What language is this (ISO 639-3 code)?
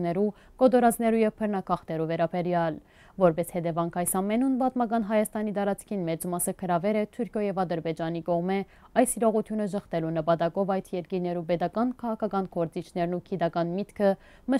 hyw